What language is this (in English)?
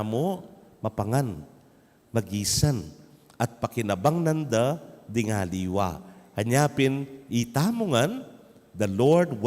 Pampanga